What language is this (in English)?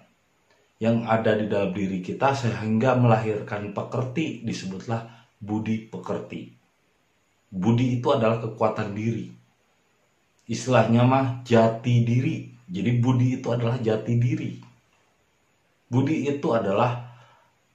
Indonesian